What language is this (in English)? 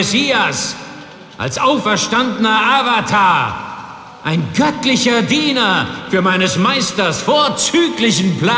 Bavarian